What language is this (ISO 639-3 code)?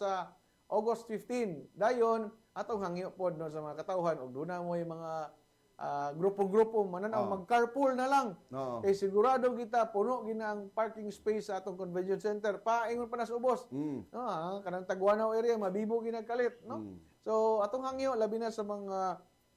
ceb